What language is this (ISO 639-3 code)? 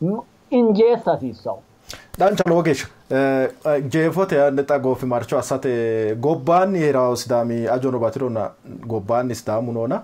sid